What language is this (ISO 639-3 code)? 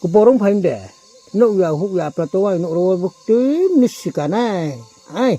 ria